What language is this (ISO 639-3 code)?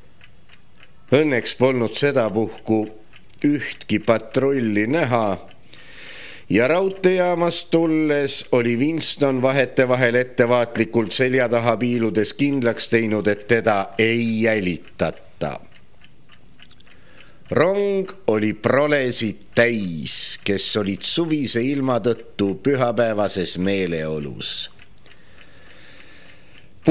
est